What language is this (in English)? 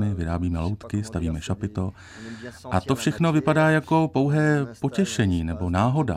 Czech